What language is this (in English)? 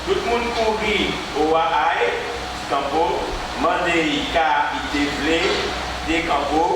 Guadeloupean Creole French